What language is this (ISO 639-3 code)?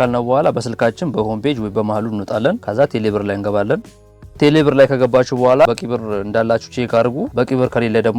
amh